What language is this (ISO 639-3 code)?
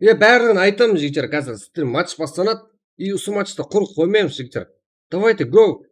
kaa